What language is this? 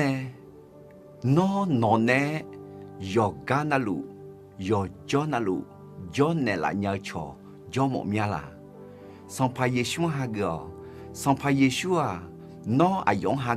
Akha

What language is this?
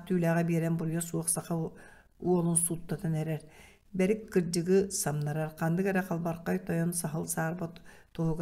Yakut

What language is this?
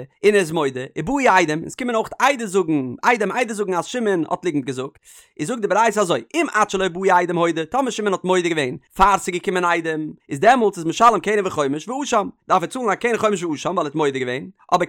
Yiddish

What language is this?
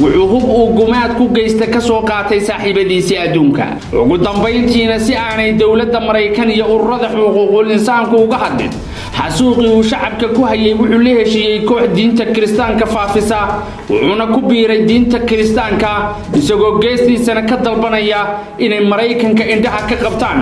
Somali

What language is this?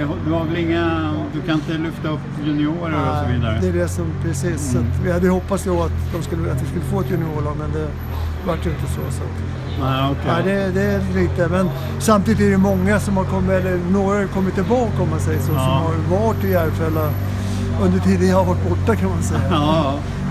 Swedish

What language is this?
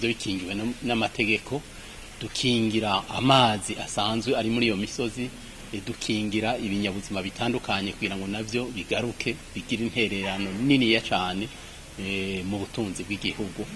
Rundi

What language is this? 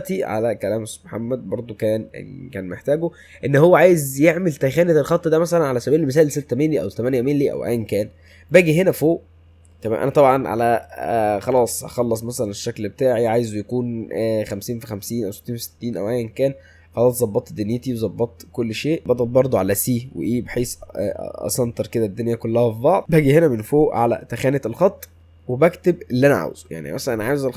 Egyptian Arabic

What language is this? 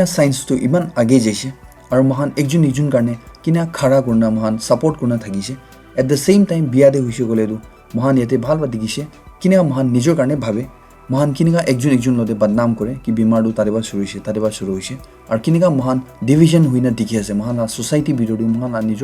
Naga Pidgin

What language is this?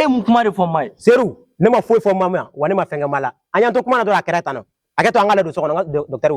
Bambara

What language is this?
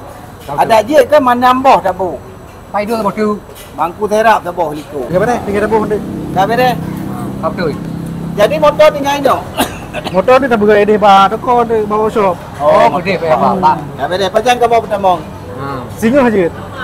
Achinese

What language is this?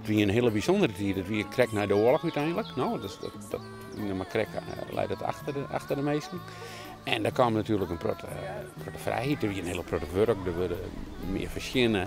Western Frisian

